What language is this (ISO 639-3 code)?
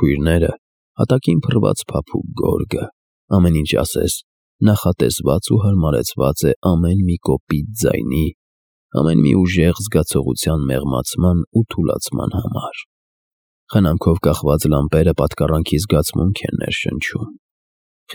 hye